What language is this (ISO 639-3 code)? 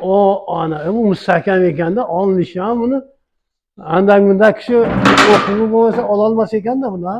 uzb